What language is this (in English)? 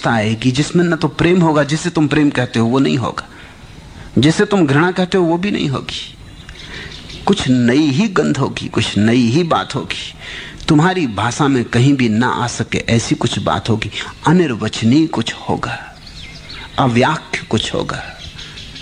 Hindi